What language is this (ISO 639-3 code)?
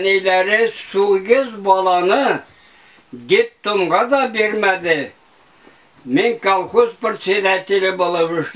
tat